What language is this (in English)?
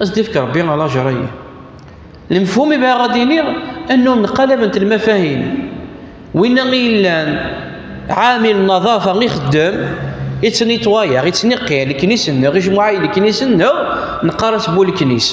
Kabyle